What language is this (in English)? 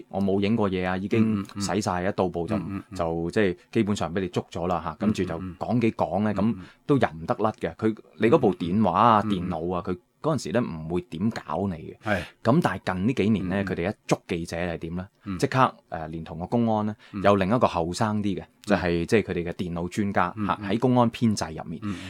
Cantonese